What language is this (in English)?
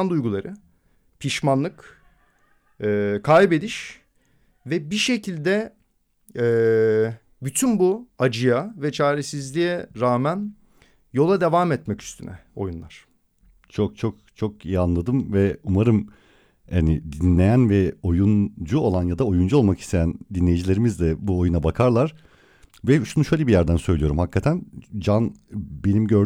Turkish